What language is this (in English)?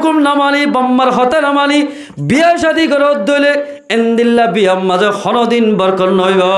Rohingya